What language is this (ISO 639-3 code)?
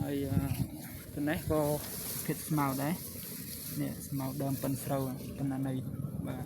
khm